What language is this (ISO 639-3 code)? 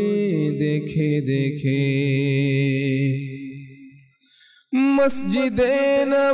ben